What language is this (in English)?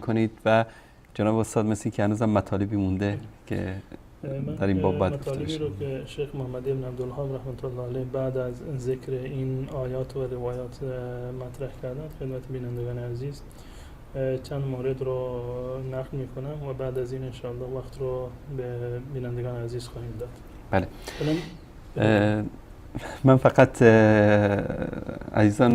Persian